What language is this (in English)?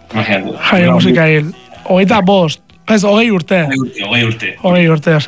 Basque